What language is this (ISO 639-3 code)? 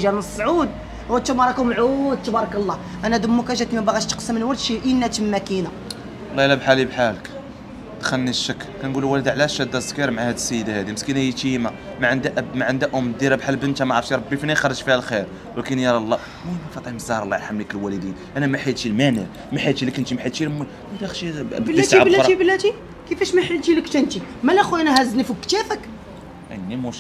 ary